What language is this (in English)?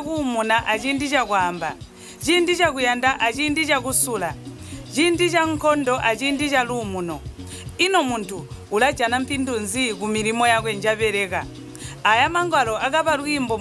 Tonga (Zambia)